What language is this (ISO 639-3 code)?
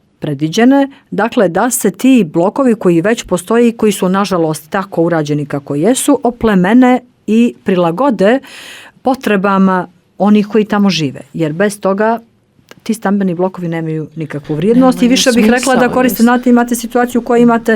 bos